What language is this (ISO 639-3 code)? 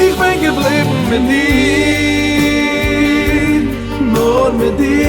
yid